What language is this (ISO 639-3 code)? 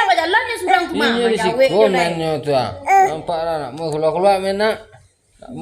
min